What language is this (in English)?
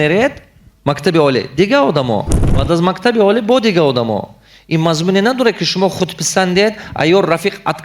Tajik